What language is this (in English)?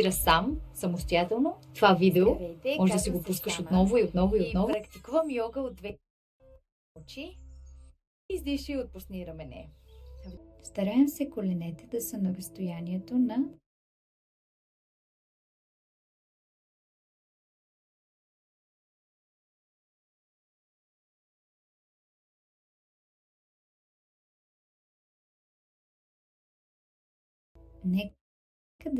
Bulgarian